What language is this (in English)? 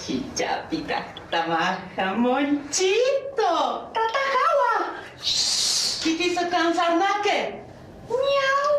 Aymara